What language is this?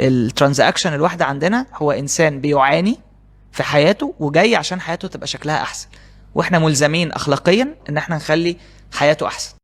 Egyptian Arabic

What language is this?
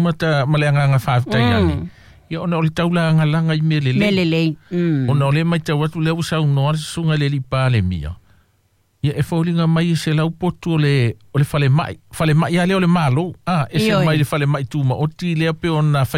Samoan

